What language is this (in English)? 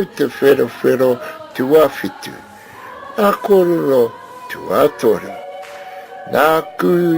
Māori